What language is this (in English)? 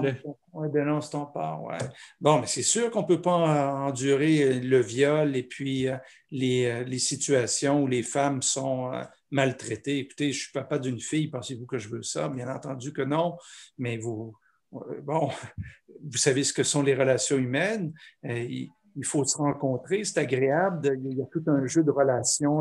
French